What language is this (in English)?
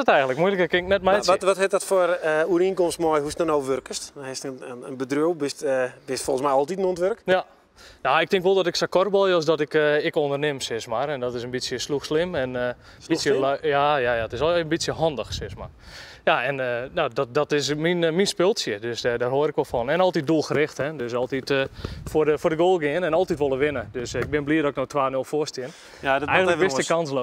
Western Frisian